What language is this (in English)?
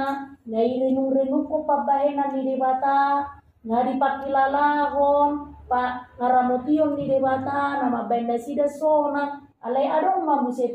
Batak Toba